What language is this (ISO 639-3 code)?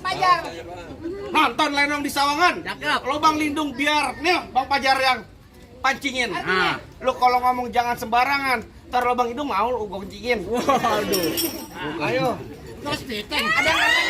bew